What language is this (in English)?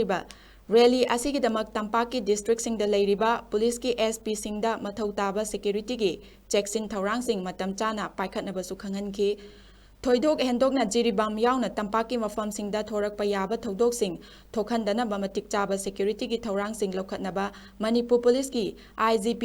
Manipuri